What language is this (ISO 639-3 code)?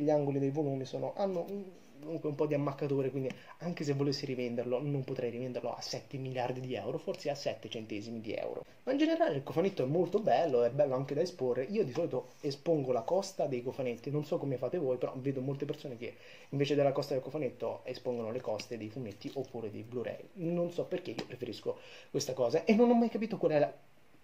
ita